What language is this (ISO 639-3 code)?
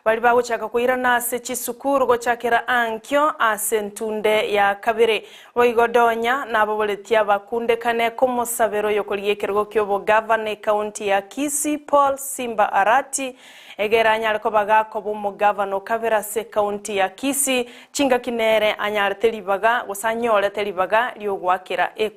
guz